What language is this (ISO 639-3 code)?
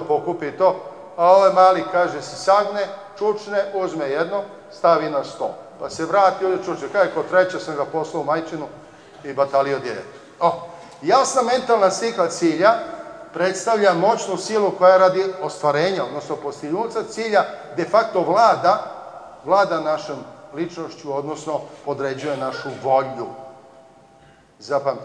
srp